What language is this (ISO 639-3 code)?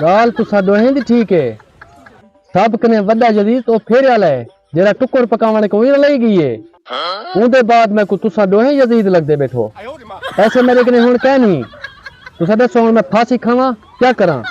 skr